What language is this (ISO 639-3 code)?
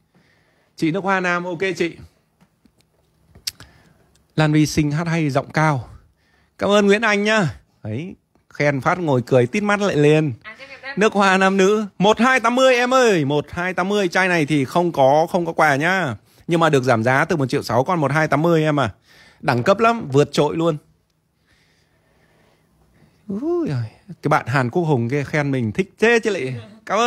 vie